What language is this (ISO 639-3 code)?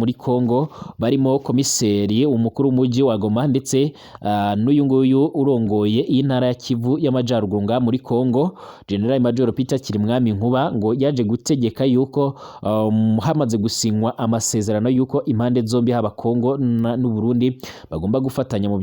run